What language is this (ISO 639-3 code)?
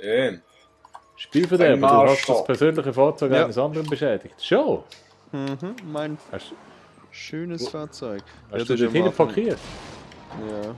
gsw